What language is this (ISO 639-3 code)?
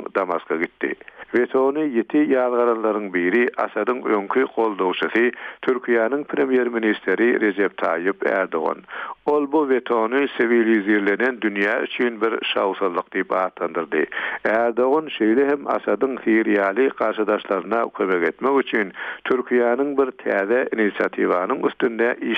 tuk